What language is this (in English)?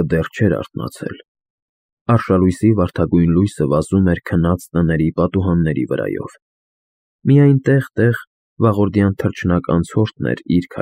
Armenian